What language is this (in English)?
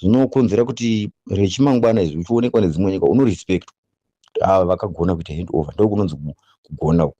Shona